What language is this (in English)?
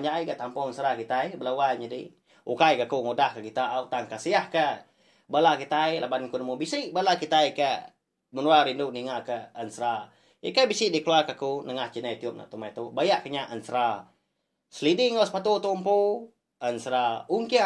Iban